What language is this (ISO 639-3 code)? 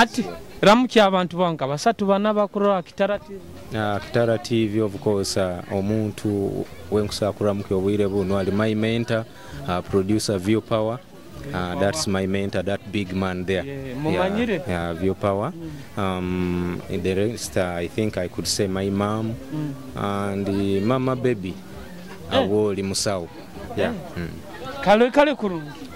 nyo